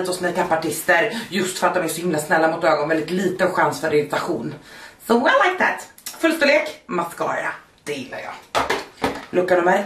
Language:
Swedish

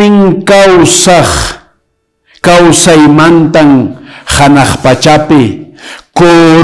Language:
Quechua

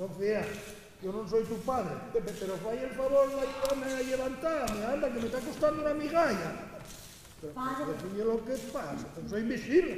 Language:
Asturian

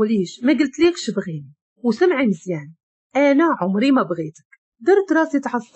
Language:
Moroccan Arabic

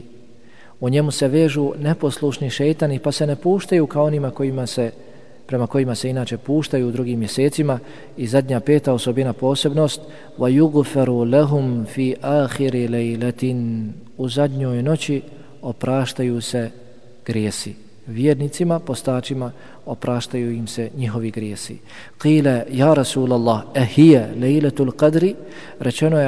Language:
Bosnian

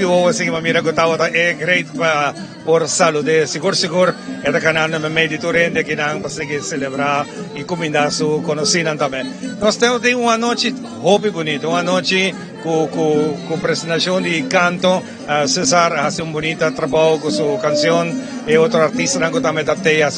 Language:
Papiamento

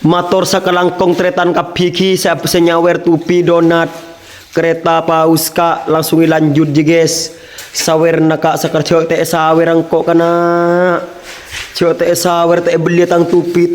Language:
Madurese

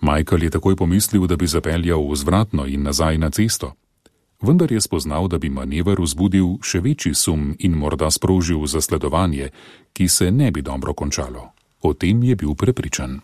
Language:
Slovenian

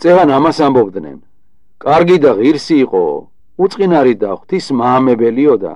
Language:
Georgian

